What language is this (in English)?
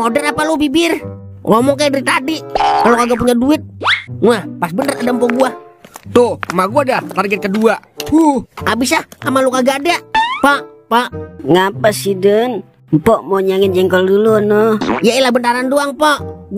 Betawi